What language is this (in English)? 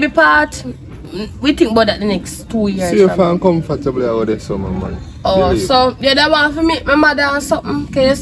Jamaican Creole English